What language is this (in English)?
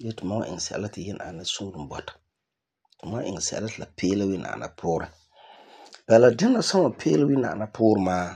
Frafra